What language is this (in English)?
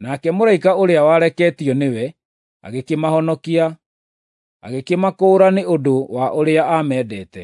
Kikuyu